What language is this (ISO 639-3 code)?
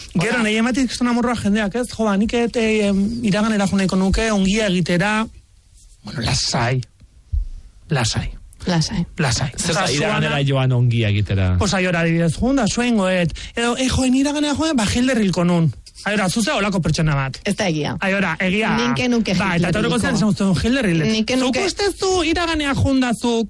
eus